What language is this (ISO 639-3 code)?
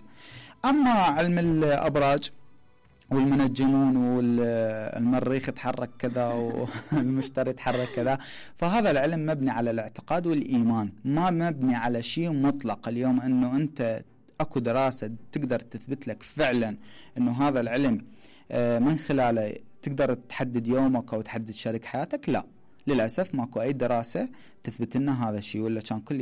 acm